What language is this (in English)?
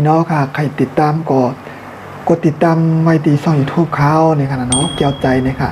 Shan